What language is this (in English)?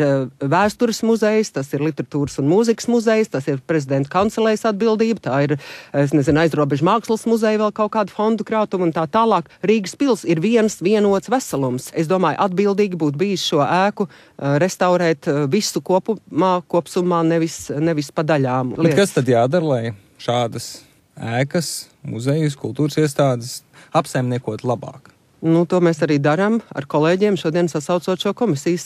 Latvian